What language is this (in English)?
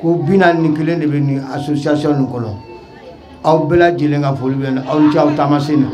Bambara